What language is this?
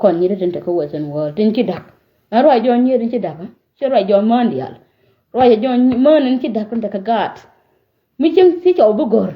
Nuer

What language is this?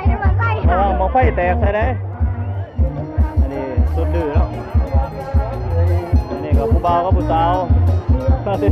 Lao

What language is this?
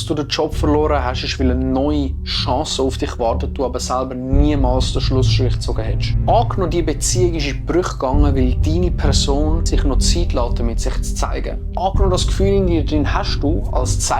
Swiss German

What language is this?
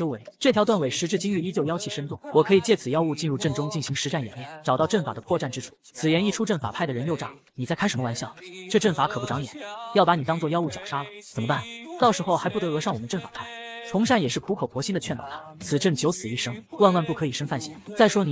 Chinese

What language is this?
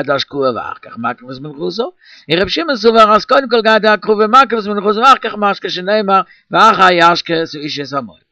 Yiddish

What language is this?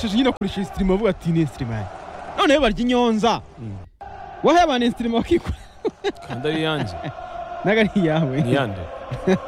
Kinyarwanda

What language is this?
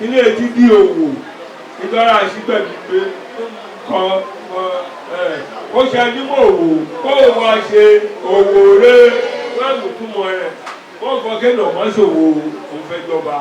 Yoruba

